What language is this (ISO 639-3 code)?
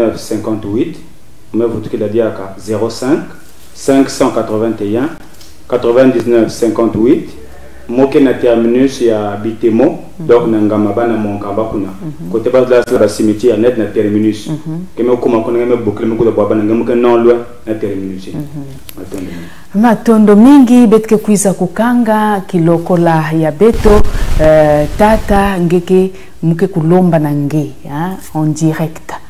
mkw